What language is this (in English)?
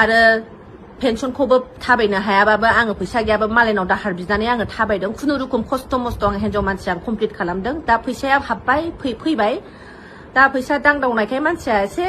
Bodo